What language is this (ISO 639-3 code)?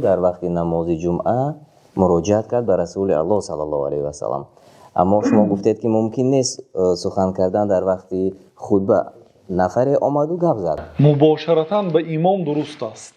tgk